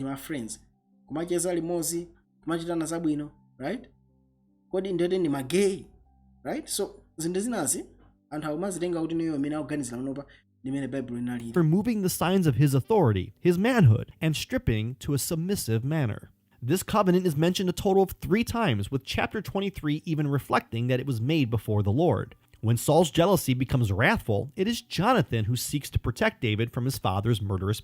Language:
Nyanja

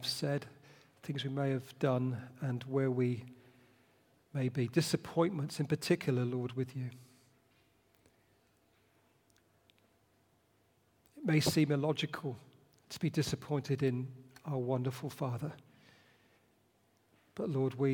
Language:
English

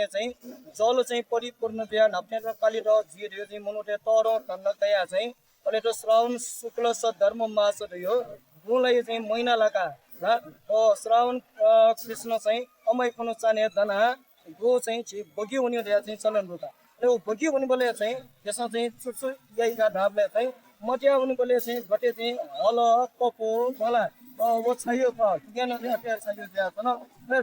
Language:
Newari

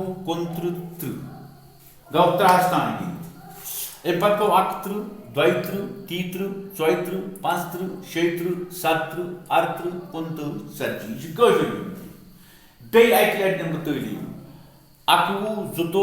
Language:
Kashmiri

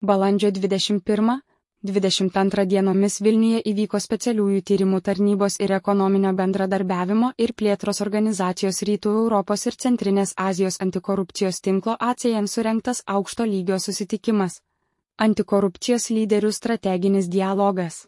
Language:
Lithuanian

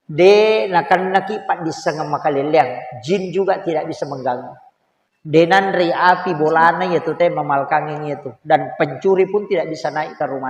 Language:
Buginese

